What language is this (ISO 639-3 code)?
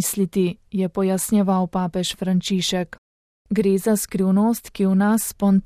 slv